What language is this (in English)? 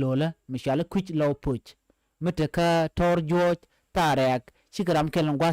Nuer